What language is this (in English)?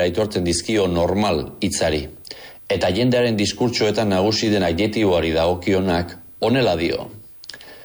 Basque